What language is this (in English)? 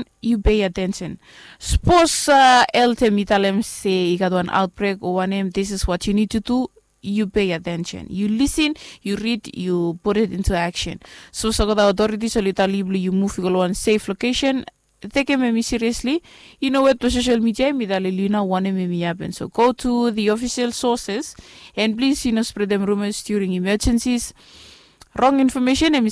Bislama